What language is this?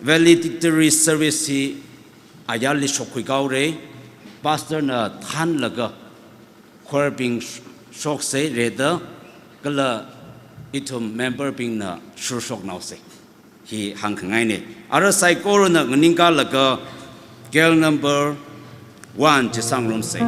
Tangkhul Naga (India)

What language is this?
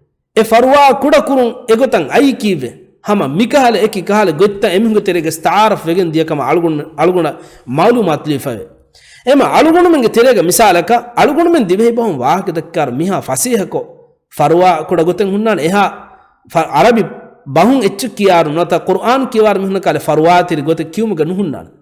Divehi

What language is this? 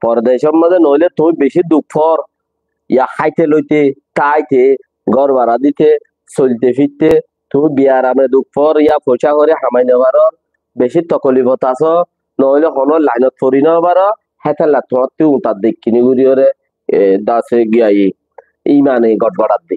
Rohingya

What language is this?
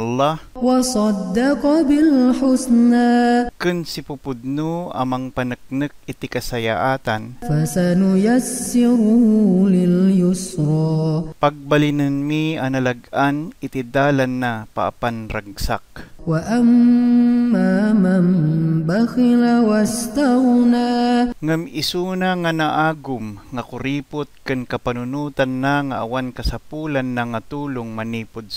Iloko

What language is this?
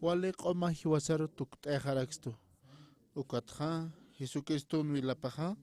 Aymara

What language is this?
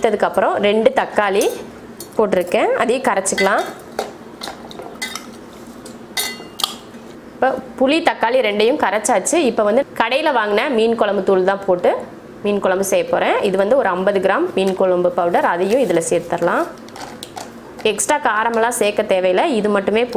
Tamil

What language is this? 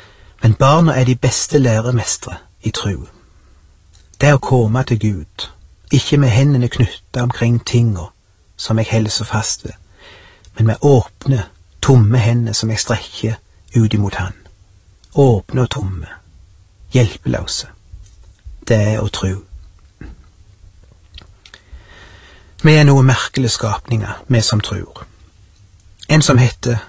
Norwegian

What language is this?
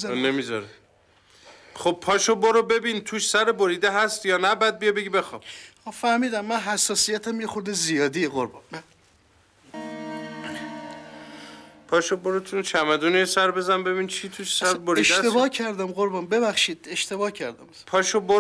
Persian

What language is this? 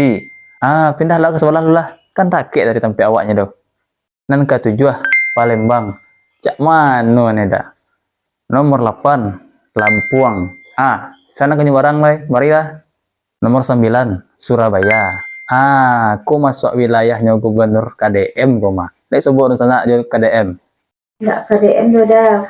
Minangkabau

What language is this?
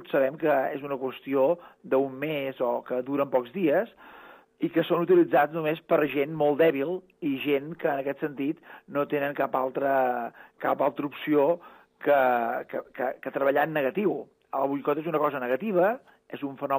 Catalan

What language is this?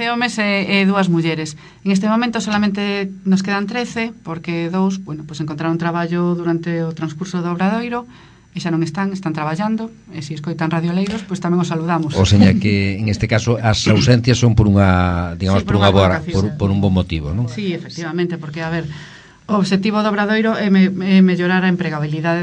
Galician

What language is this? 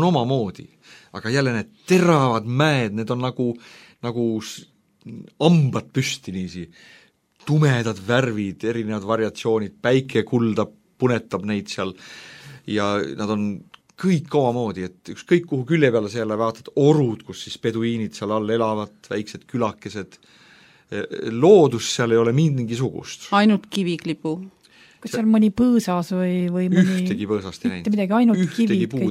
Estonian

